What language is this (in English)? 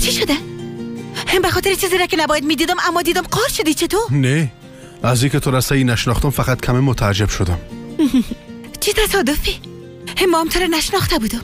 Persian